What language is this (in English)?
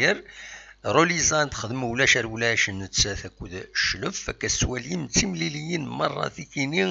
Kabyle